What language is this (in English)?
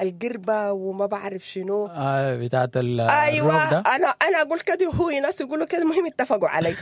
Sudanese Arabic